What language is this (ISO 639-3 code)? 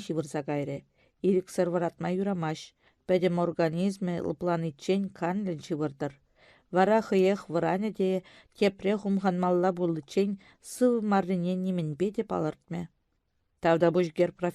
chv